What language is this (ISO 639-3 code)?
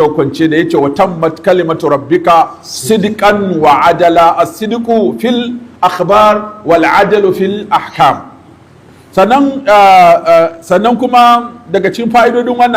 hau